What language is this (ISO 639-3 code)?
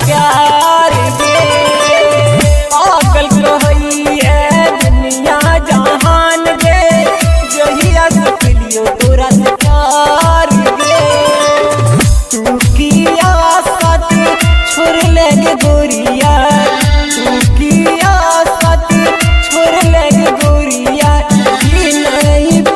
mai